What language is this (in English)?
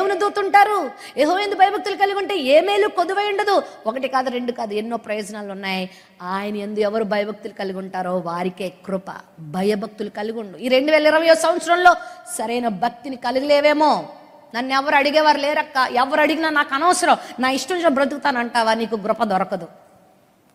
Telugu